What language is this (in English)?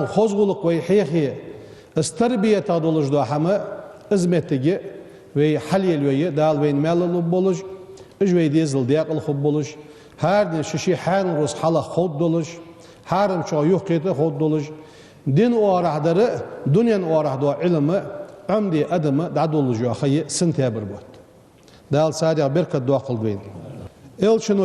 Ingush